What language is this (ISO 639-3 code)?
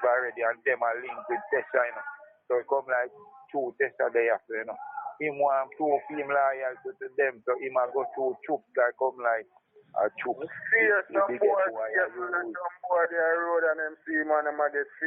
jam